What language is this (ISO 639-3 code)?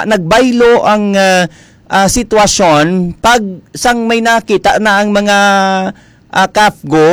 hil